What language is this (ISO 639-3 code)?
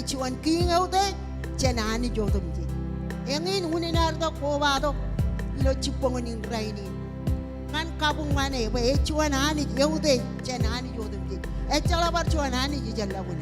mah